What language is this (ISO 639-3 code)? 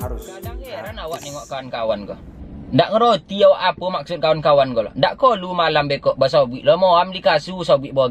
min